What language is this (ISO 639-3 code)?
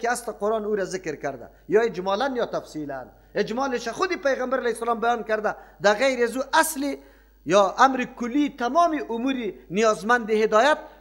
fas